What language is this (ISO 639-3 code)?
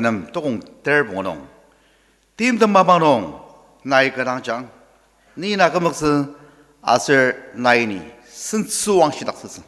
njo